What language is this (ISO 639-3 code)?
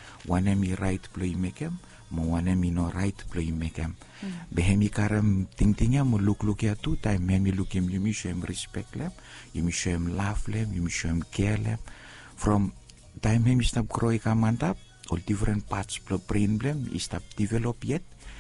bis